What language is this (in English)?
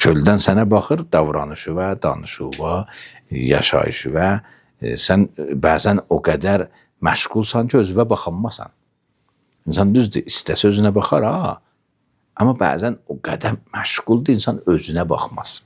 Azerbaijani